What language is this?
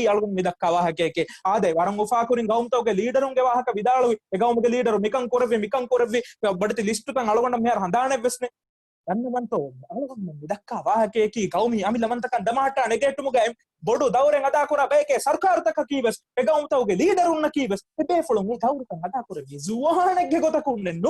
Divehi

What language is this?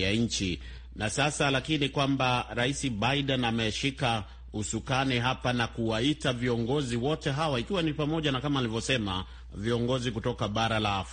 Swahili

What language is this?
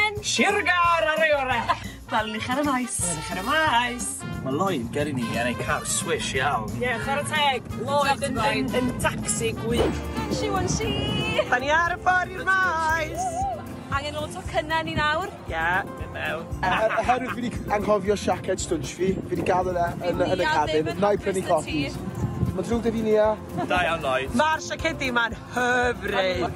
Welsh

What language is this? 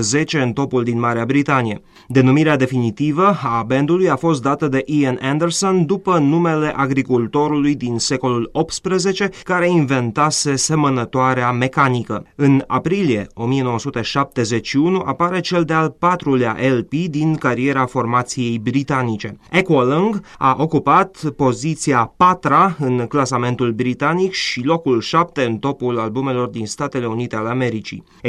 Romanian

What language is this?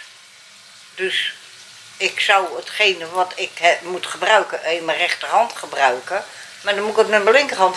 Dutch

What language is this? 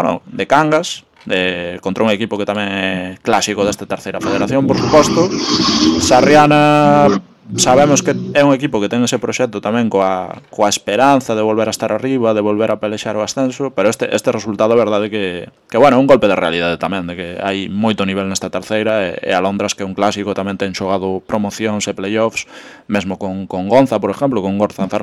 Galician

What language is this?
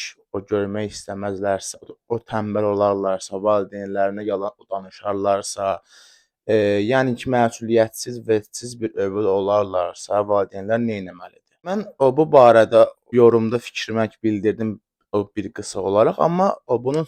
Azerbaijani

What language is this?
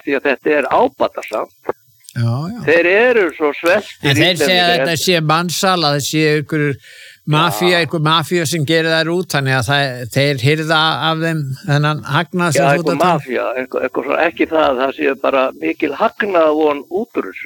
Icelandic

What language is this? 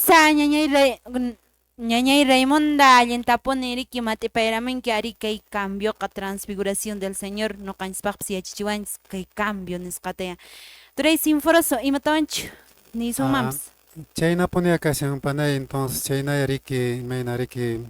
Quechua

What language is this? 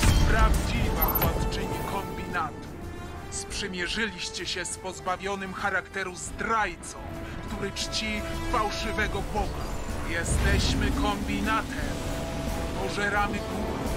Polish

